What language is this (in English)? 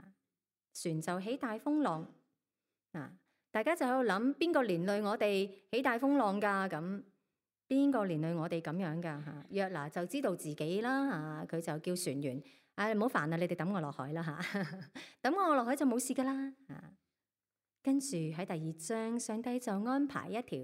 Cantonese